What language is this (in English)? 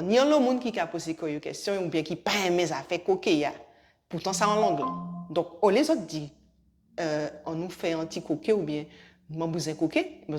Guadeloupean Creole French